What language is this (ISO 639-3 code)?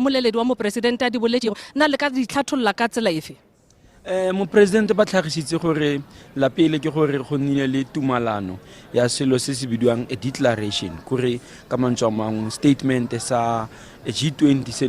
tsn